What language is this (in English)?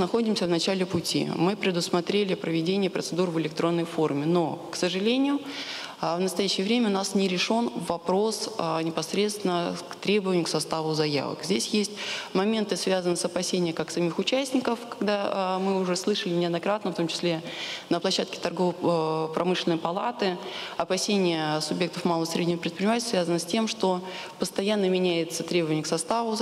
Russian